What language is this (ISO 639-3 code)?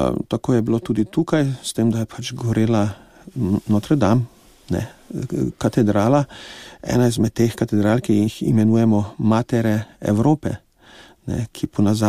slv